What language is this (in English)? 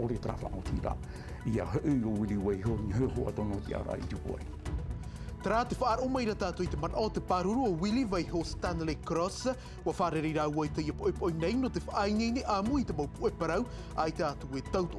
Tahitian